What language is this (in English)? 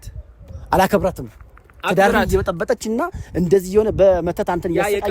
Amharic